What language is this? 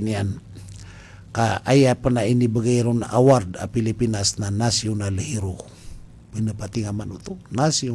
Maranao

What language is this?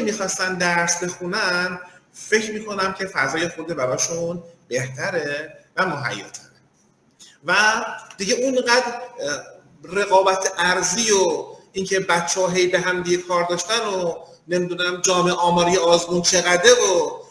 Persian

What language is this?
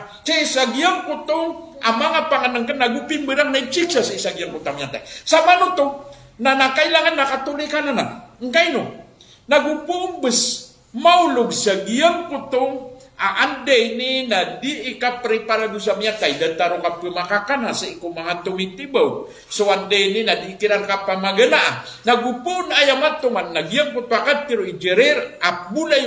Maranao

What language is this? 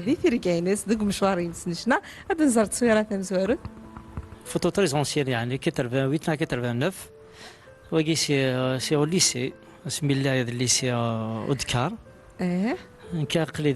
Kabyle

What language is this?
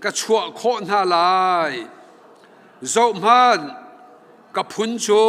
Hakha Chin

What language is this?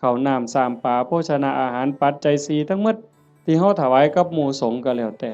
Northeastern Thai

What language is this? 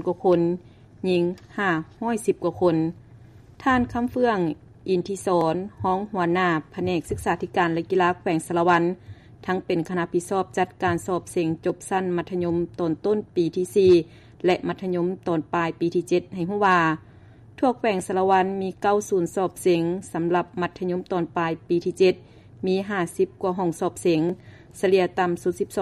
Lao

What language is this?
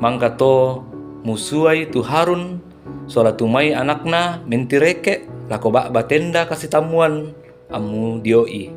Toraja-Sa'dan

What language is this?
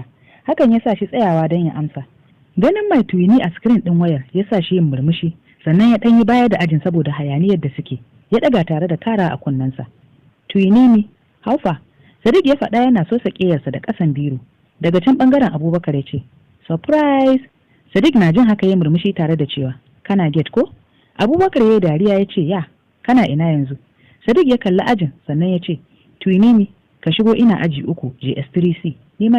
Hausa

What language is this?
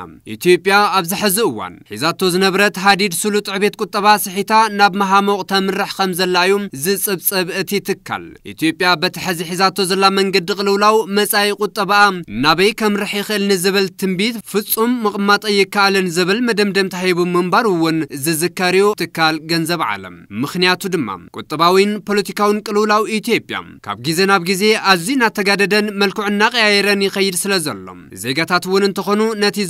Tigrinya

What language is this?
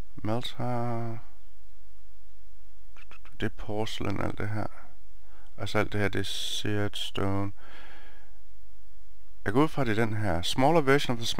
Danish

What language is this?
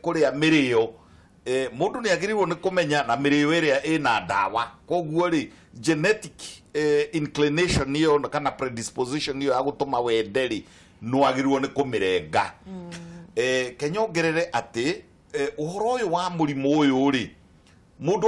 Kikuyu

